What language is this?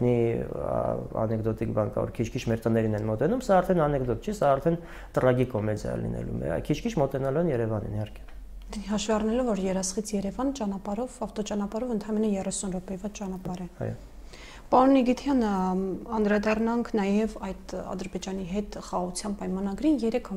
Armenian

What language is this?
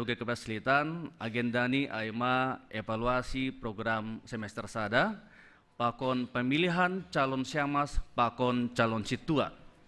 Batak Simalungun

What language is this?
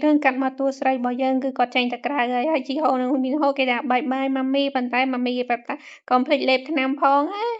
Khmer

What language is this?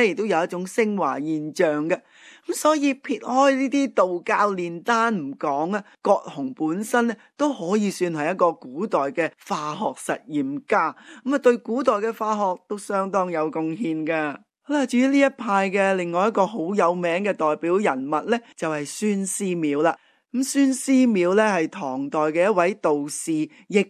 Cantonese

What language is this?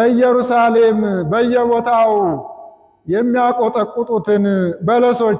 Amharic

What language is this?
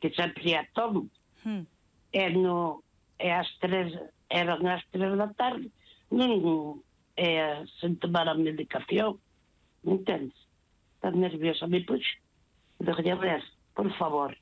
Galician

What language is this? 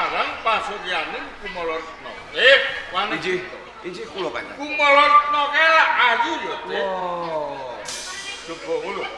Javanese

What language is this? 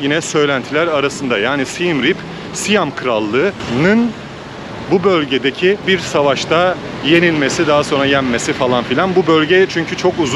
Turkish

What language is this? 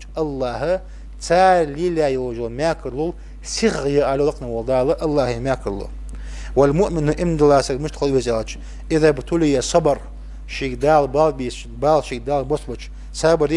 Ingush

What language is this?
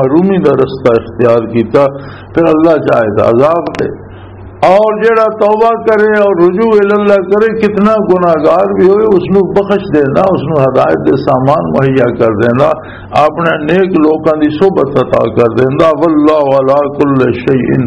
Western Panjabi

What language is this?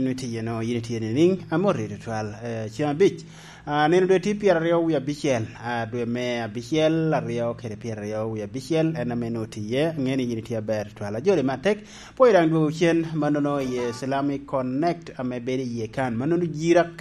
Lango (Uganda)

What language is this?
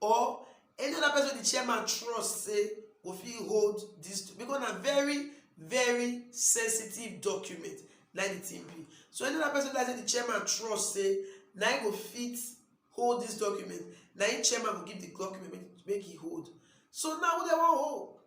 Nigerian Pidgin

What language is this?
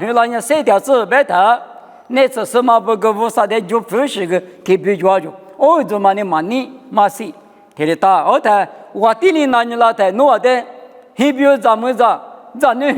Lisu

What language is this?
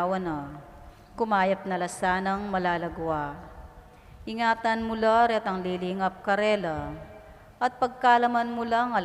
Pampanga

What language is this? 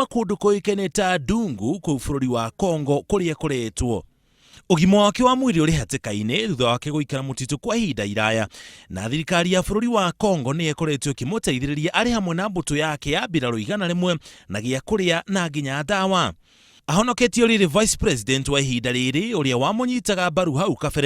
Kikuyu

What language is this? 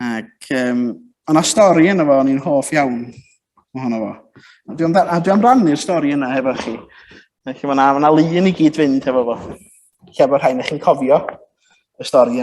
Welsh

